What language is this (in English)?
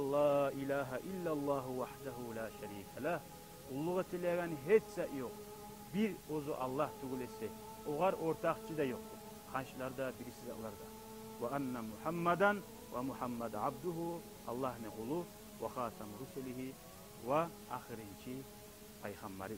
Kumyk